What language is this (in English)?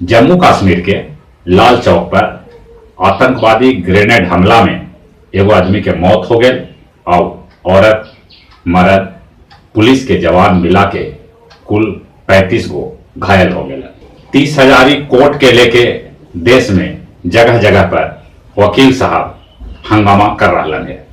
Magahi